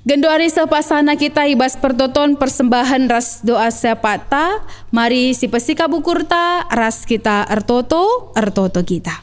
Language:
Batak Karo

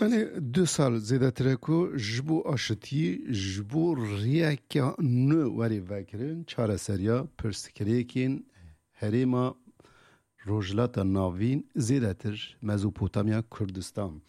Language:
Kurdish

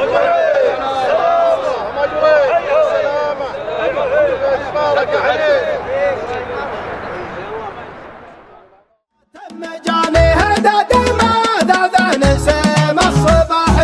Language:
Arabic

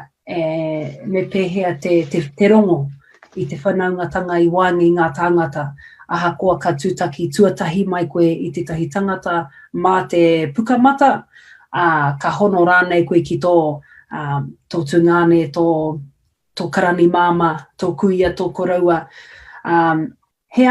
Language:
Māori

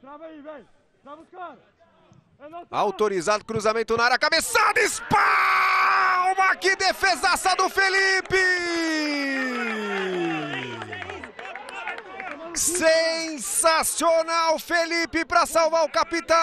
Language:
Portuguese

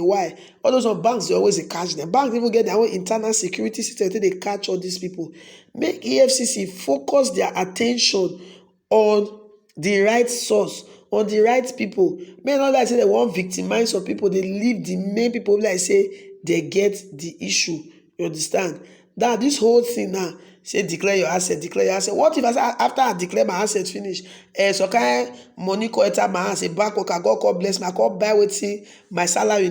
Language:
Nigerian Pidgin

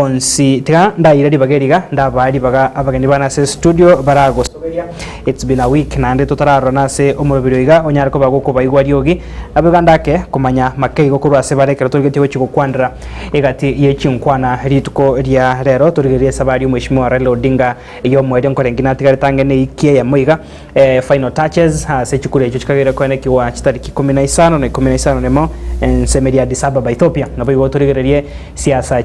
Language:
Gusii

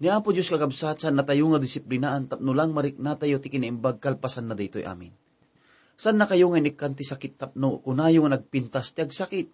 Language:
Iloko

